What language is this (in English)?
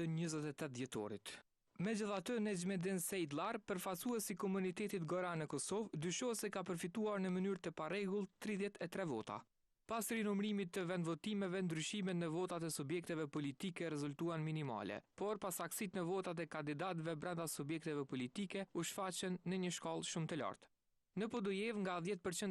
Albanian